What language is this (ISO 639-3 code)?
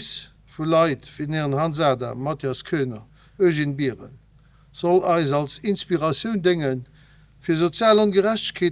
ltz